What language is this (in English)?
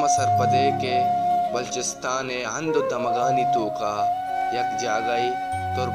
Baluchi